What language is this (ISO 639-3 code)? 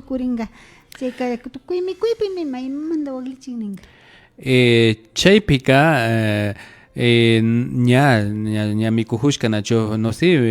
qvi